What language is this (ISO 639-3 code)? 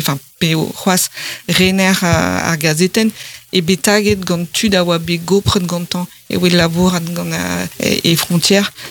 bre